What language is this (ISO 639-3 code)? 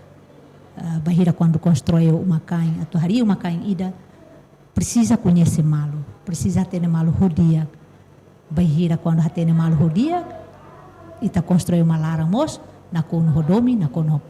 tet